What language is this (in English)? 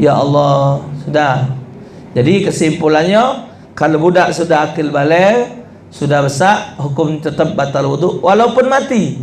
Musi